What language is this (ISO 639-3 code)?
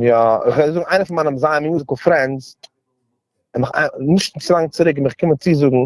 yid